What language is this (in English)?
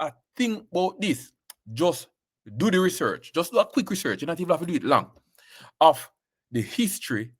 Jamaican Creole English